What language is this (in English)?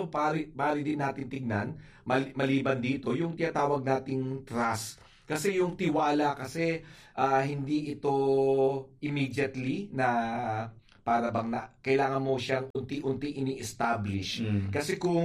Filipino